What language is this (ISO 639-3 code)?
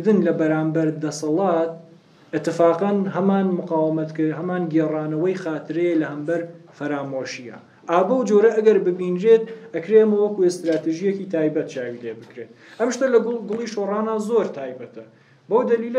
ckb